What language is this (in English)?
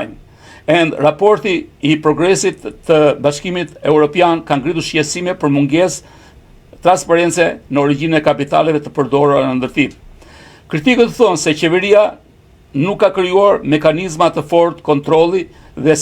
Albanian